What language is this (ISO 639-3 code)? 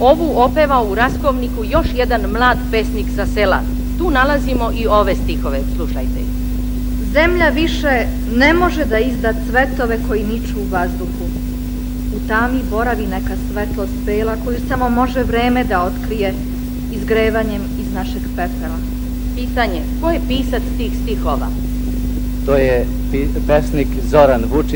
srp